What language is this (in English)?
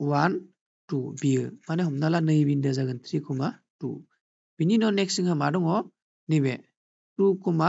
Bodo